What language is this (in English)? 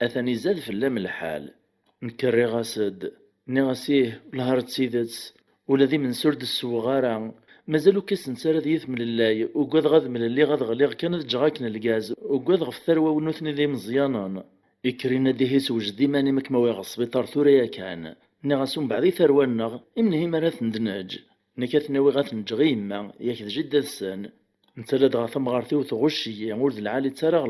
Kabyle